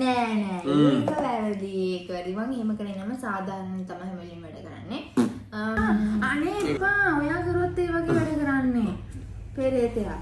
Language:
Sinhala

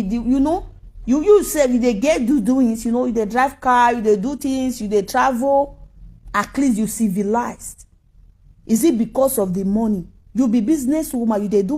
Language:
Nigerian Pidgin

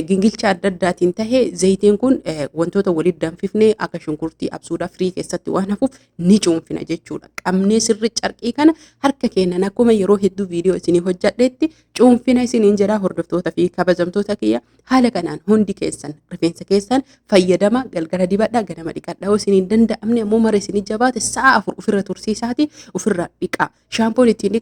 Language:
Oromo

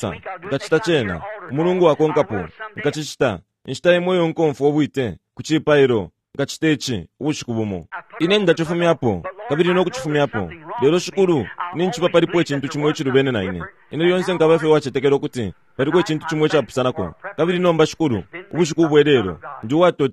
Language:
Bemba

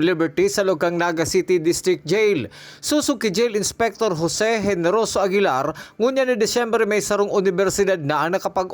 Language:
Bikol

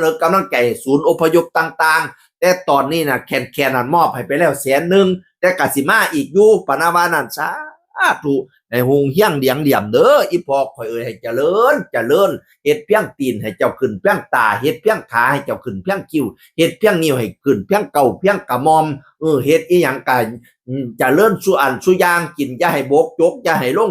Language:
Northeastern Thai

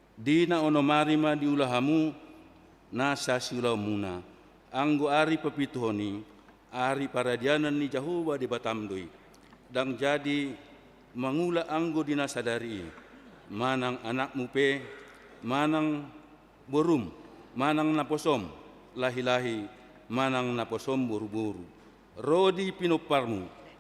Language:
Batak Toba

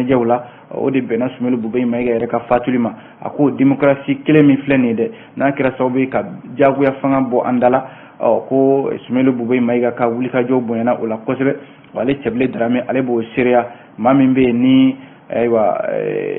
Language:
Bambara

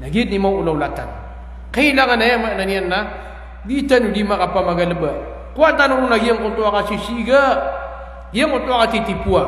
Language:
Maranao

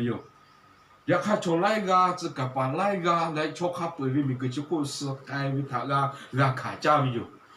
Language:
Lahu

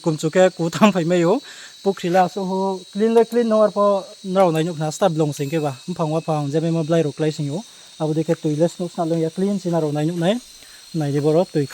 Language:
Riang (India)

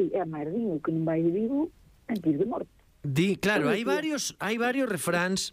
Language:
Galician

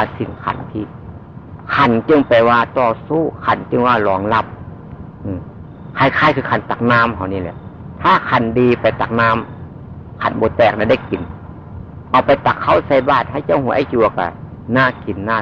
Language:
Northeastern Thai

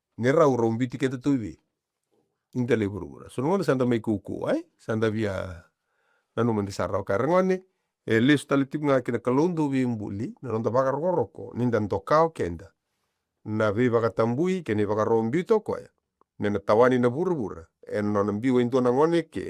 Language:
Fijian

